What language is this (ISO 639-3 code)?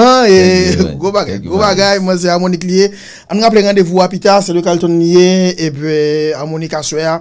hat